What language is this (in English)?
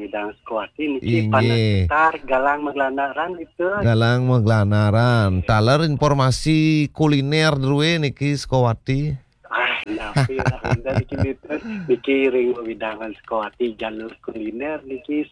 Balinese